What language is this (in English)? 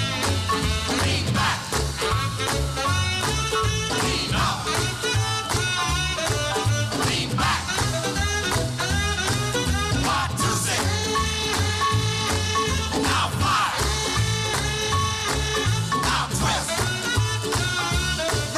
English